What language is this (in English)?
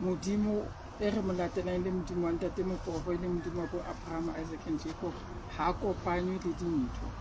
Southern Sotho